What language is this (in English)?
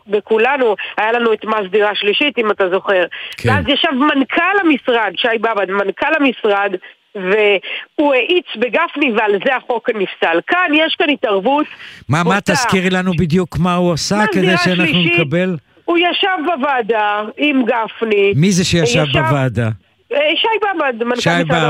Hebrew